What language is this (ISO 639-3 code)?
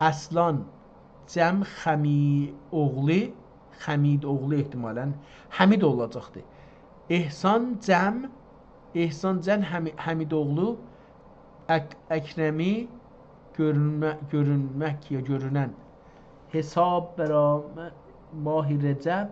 azb